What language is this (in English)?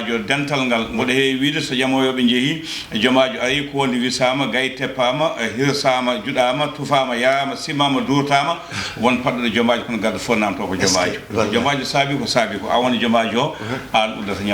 Fula